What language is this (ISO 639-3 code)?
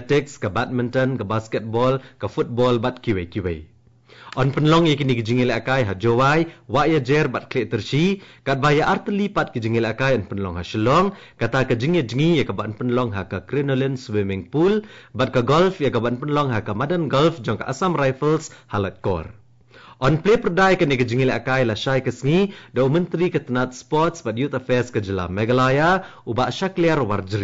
kha